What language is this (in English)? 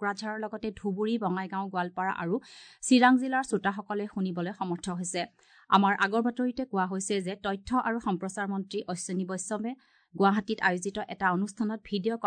Assamese